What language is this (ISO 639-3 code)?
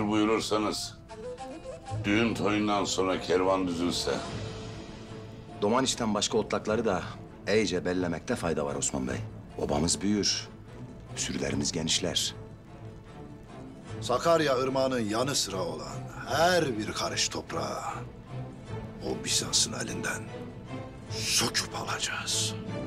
tur